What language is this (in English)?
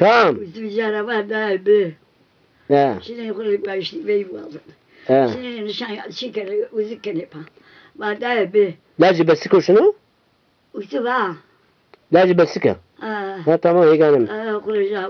Zaza